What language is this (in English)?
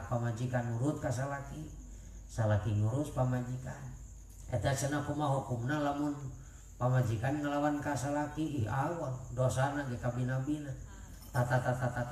Sundanese